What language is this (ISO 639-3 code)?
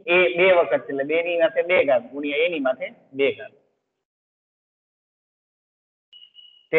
guj